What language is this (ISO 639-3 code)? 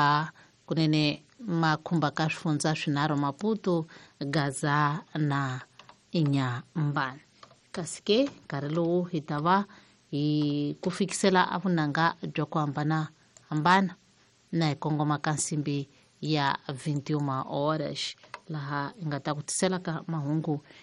tso